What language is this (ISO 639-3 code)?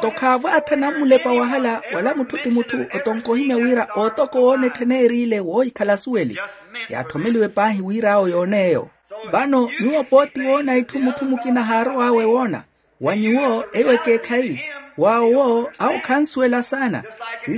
vmw